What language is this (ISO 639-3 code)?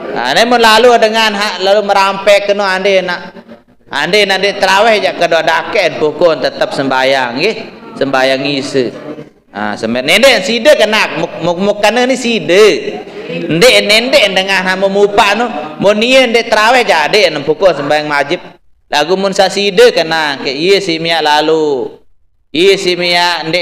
sas